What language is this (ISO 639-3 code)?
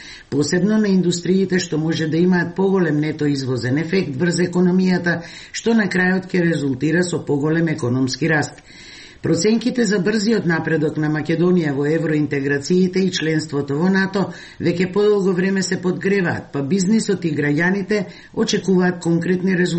mkd